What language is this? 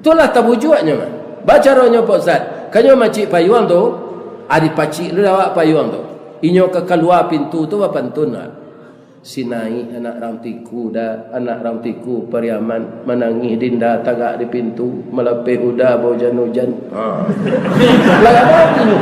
Minangkabau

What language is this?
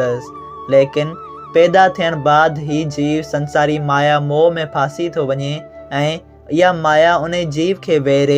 Sindhi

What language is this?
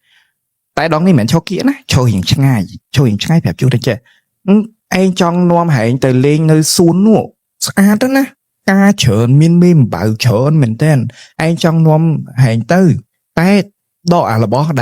Khmer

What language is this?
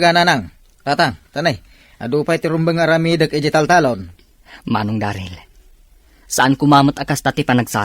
Iloko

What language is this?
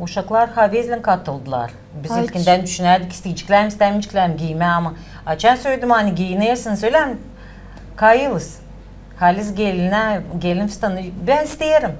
Gagauz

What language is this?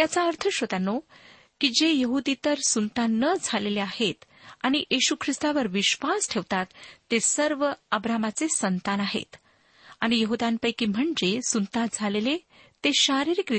Marathi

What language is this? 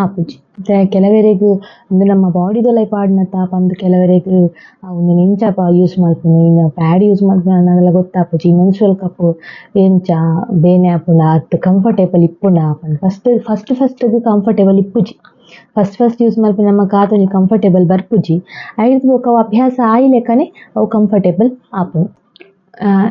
Tulu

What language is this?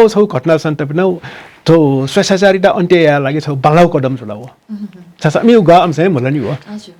Newari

